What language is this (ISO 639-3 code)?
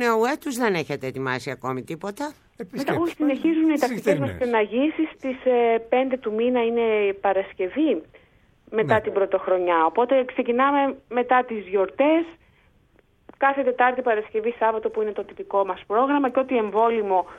ell